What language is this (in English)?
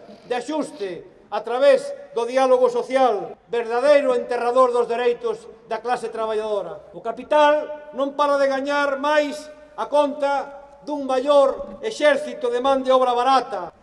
Galician